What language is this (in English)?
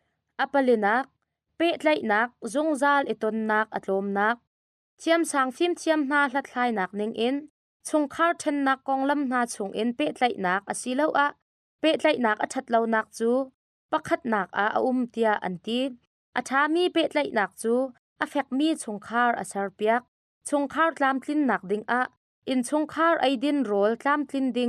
Hakha Chin